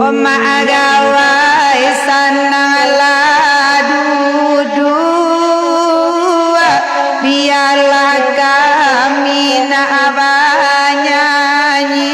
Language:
Minangkabau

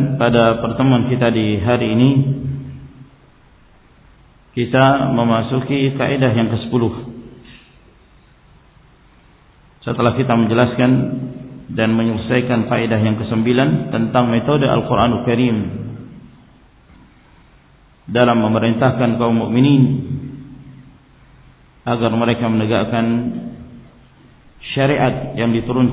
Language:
Indonesian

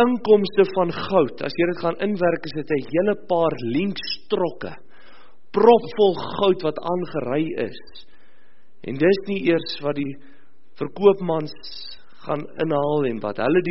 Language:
Afrikaans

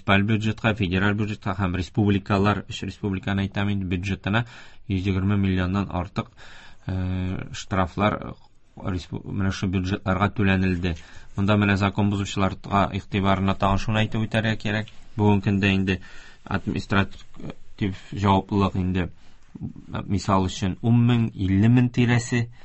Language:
Tatar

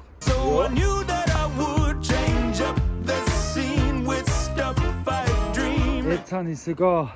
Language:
Swiss German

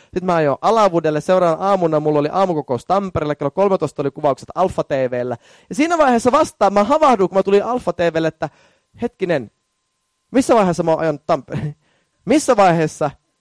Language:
Finnish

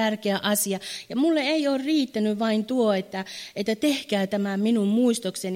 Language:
Finnish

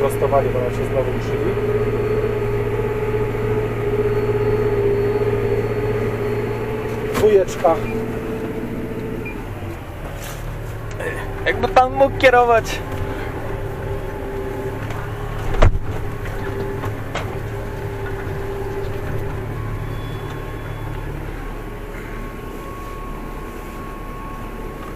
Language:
Polish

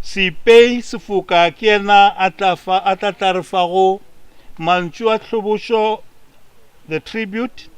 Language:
Northern Sotho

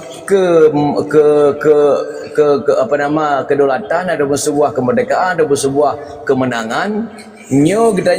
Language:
Achinese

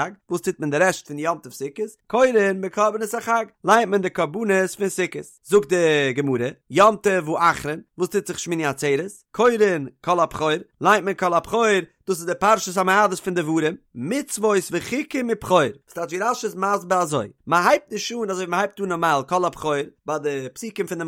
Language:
Yiddish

